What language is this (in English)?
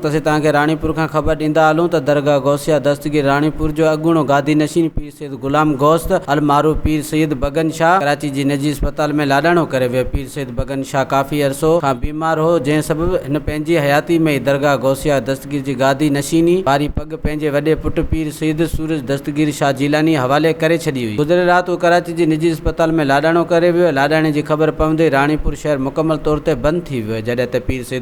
Sindhi